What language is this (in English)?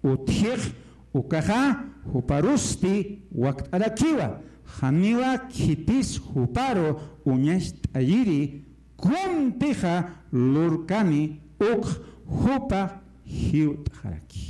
Aymara